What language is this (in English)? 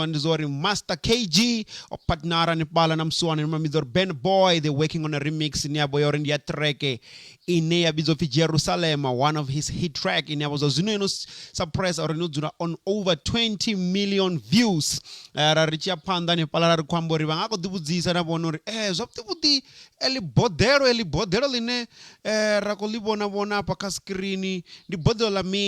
Venda